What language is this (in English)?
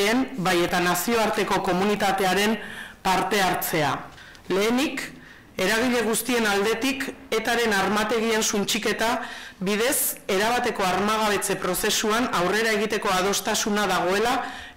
Basque